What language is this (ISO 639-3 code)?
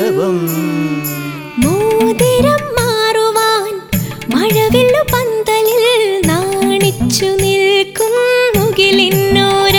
mal